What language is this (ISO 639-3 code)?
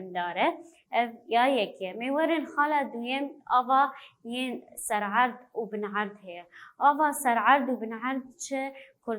kur